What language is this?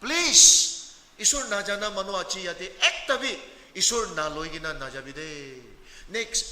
Naga Pidgin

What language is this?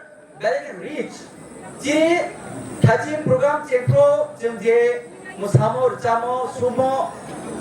Kok Borok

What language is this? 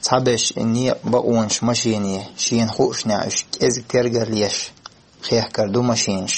Chechen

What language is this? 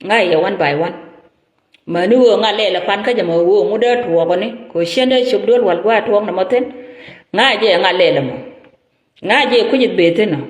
Nuer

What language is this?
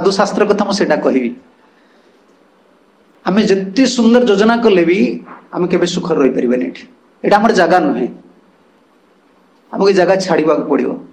Odia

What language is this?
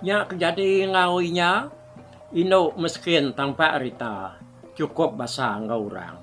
Iban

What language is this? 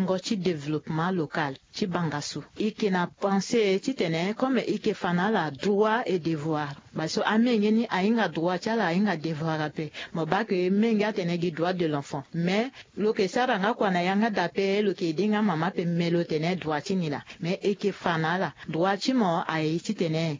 Sango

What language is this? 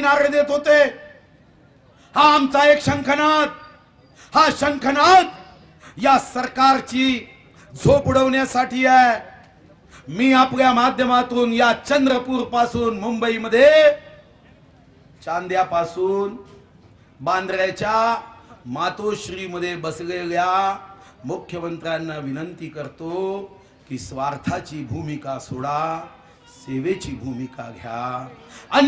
Marathi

